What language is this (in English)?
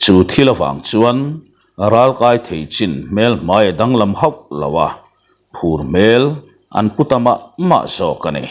Mizo